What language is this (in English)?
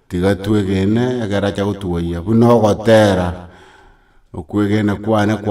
Gusii